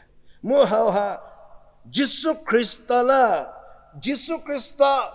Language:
Angami Naga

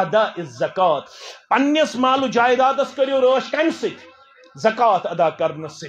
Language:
Kashmiri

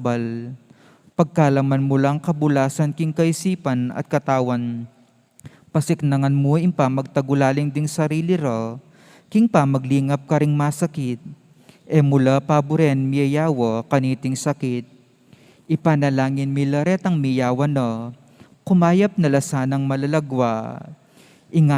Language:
Pampanga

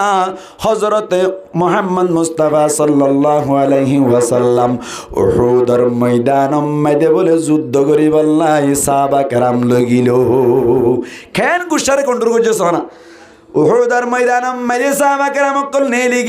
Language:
Rohingya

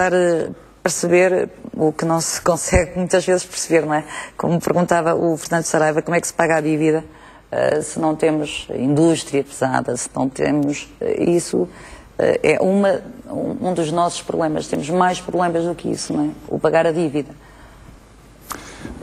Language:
Portuguese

